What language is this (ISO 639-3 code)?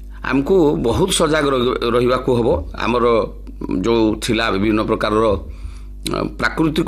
ori